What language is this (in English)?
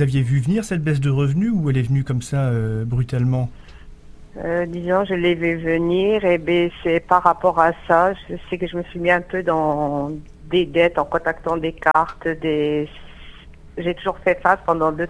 French